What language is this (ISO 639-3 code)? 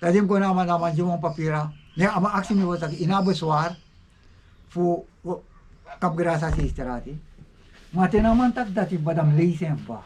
srn